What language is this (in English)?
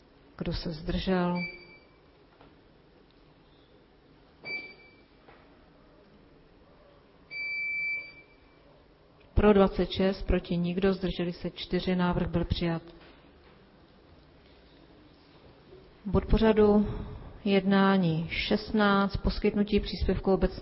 Czech